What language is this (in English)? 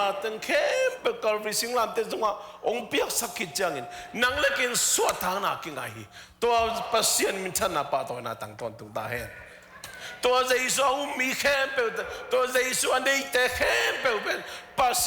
Tedim Chin